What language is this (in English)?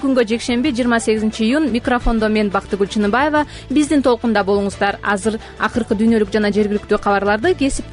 Kyrgyz